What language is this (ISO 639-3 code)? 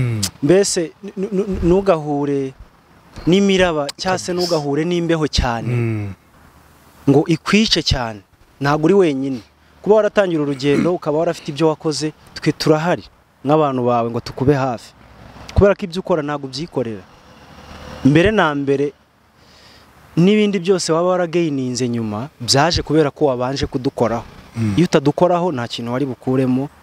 kin